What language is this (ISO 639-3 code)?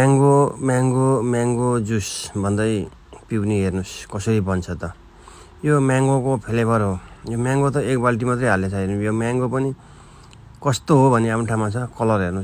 nep